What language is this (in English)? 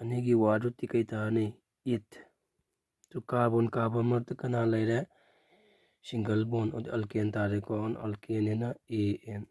Manipuri